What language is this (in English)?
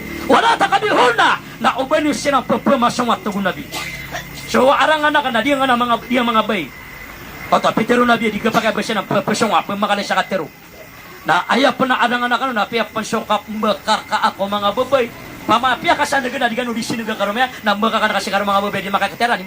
Maranao